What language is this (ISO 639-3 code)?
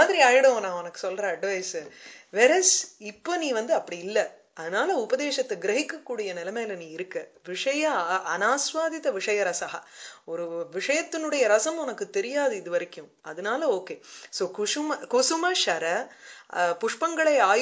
tam